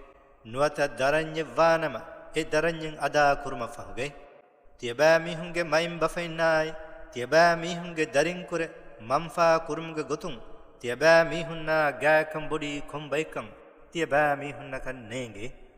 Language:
Divehi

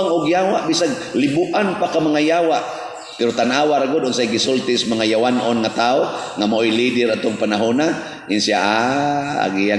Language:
Cebuano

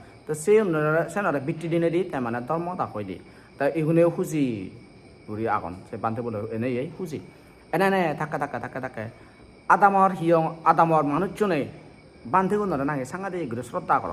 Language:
Chakma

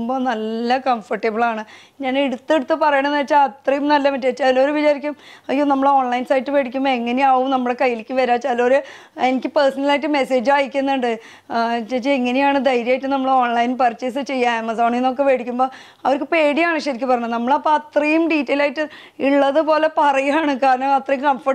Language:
Malayalam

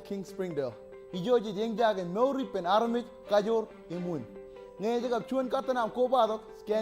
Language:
Marshallese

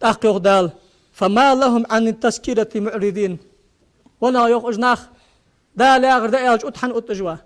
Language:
Ingush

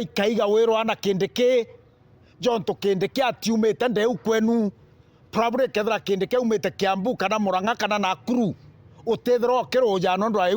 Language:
Meru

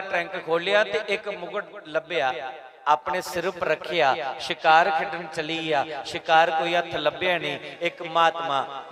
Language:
Dogri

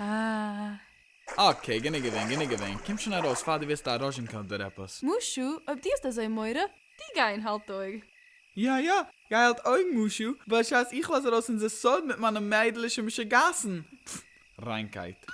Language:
Yiddish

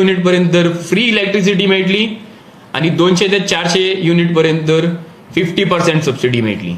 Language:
Konkani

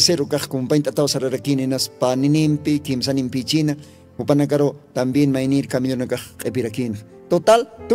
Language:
Aymara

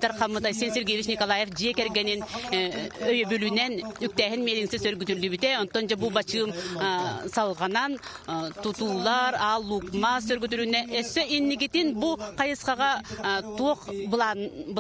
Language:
Yakut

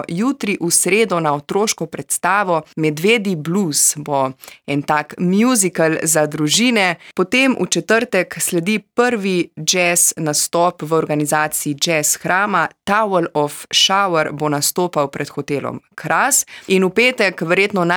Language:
Slovenian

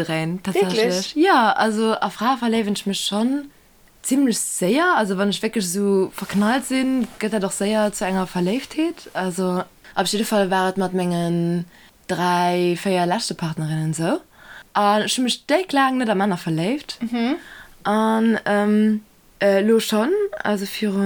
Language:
Luxembourgish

